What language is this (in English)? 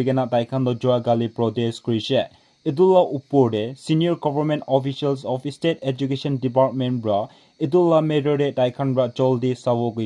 Naga Pidgin